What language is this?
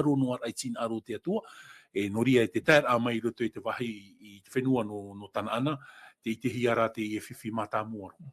Tahitian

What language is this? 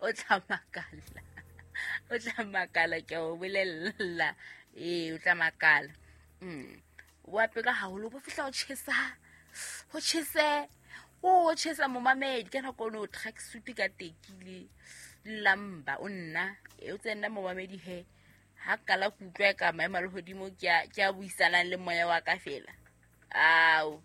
Southern Sotho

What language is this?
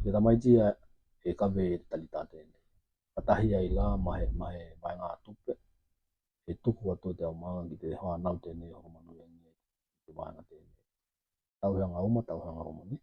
Tokelau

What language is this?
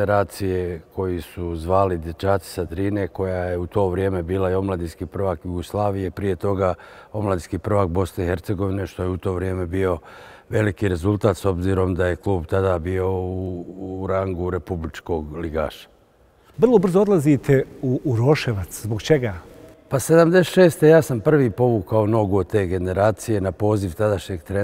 Croatian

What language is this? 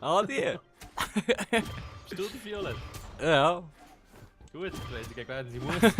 Swiss German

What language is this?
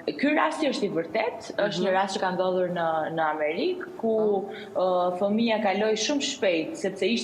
Albanian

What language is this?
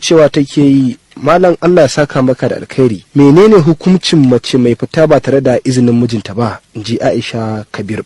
Hausa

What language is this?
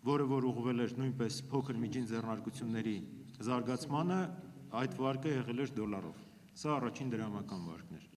Armenian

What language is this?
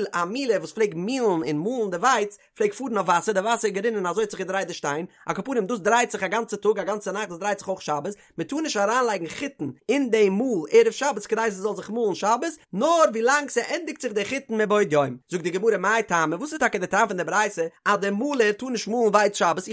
Yiddish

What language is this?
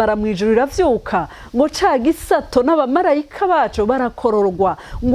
Rundi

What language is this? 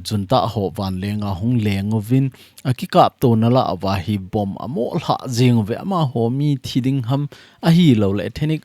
Thado Chin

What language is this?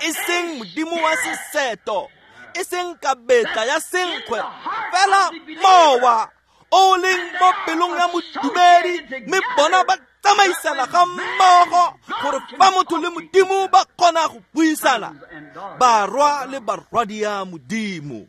Tswana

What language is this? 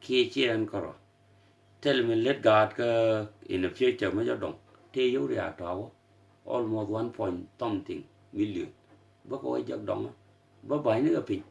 Nuer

